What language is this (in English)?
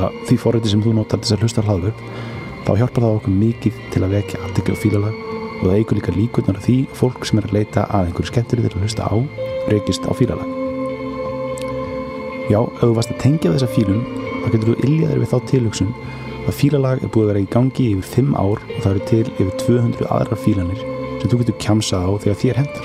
Icelandic